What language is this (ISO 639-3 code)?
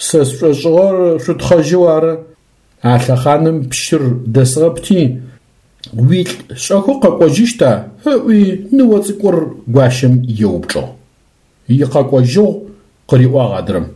ady